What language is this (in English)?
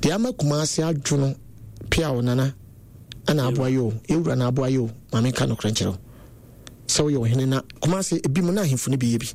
Akan